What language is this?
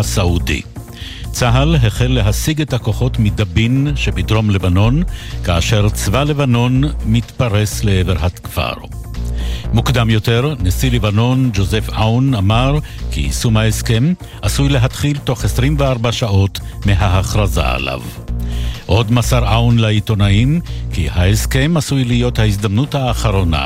Hebrew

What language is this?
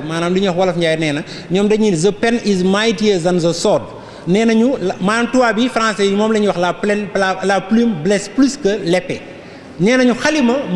Wolof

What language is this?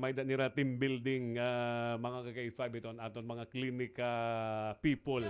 Waray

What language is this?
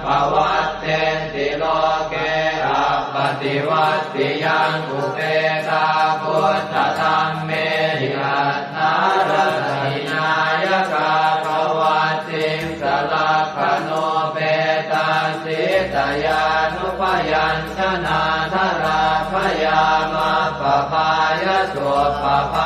Pali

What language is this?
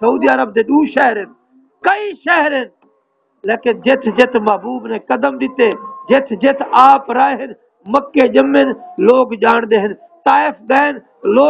Saraiki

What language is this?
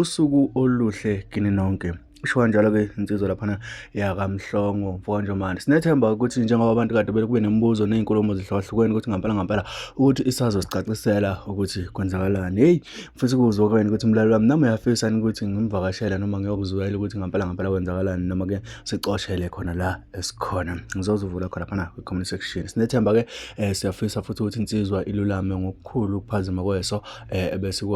Zulu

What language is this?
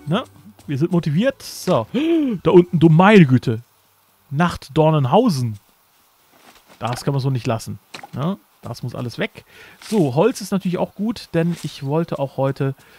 German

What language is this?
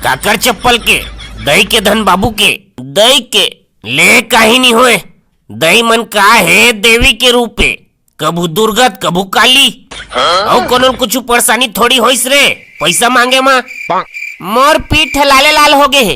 Chhattisgarhi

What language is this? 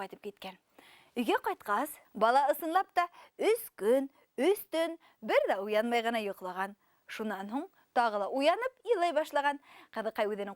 Bashkir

